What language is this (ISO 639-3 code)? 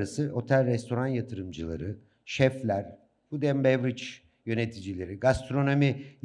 tur